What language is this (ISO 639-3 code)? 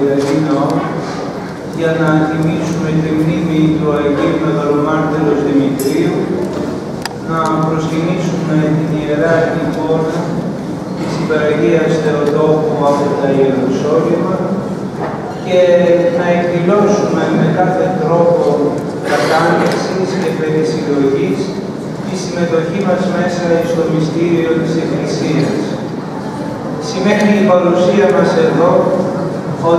ell